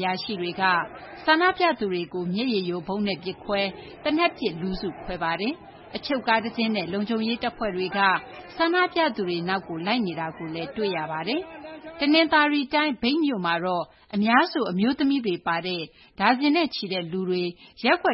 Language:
Burmese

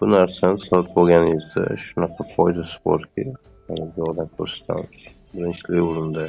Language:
Uzbek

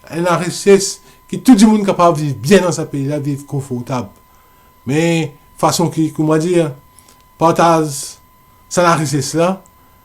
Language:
Morisyen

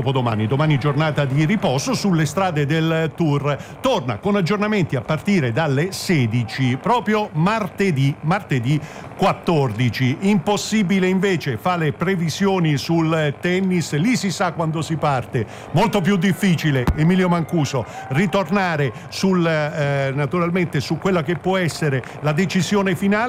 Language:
Italian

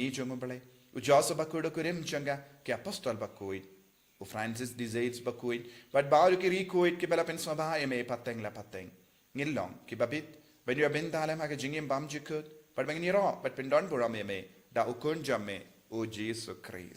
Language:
Khasi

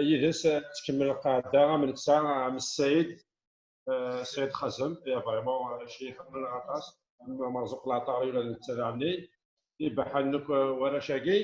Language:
Kabyle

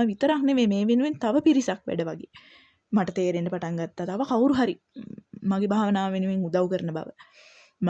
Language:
Sinhala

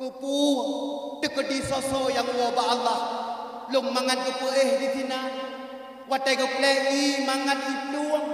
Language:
Achinese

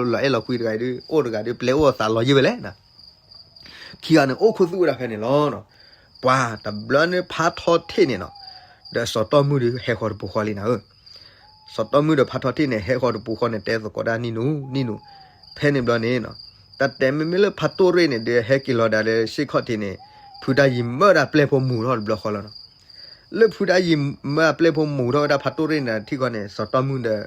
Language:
S'gaw Karen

